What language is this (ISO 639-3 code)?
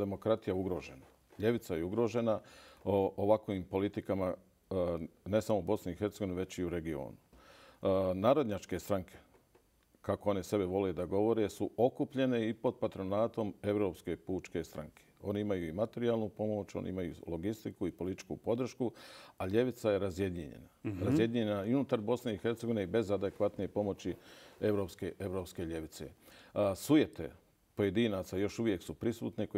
bos